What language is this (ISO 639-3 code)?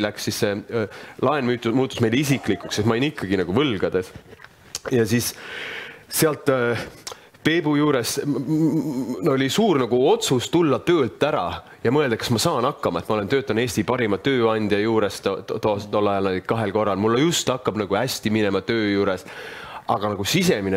est